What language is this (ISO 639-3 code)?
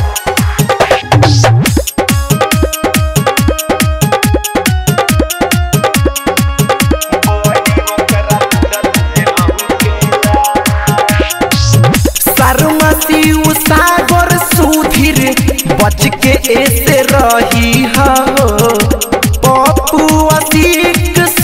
bho